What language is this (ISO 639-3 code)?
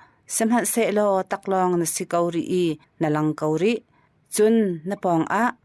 cnh